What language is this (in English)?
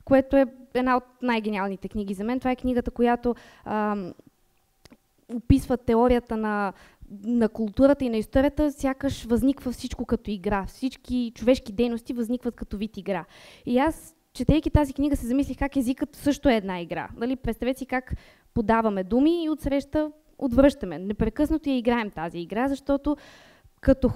Bulgarian